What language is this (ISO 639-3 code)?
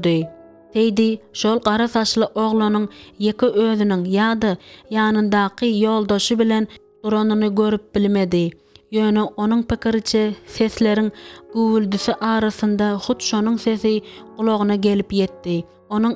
tuk